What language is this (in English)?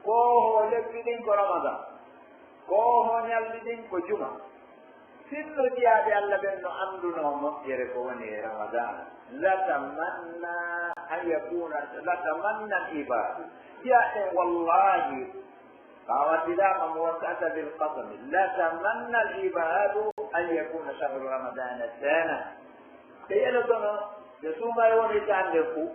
Pular